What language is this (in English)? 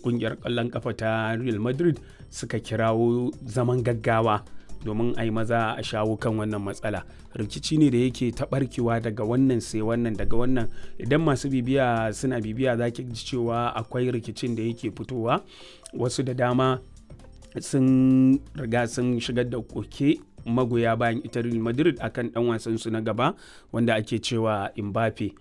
Hausa